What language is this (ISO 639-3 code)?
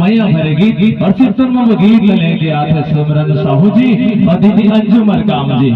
hne